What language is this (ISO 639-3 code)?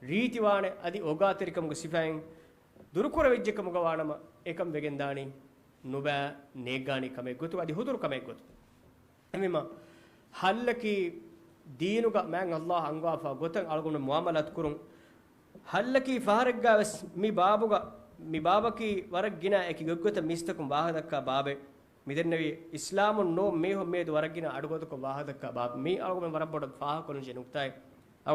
div